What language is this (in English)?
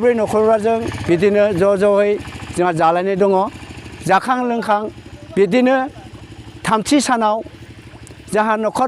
Bodo